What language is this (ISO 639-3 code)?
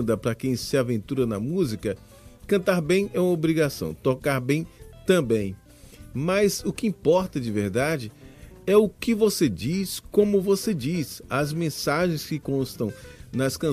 por